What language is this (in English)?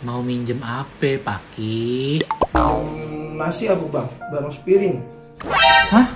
Betawi